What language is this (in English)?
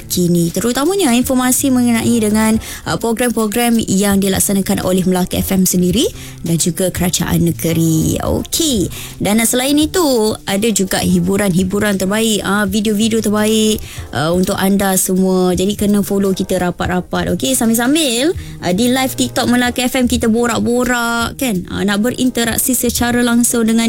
Malay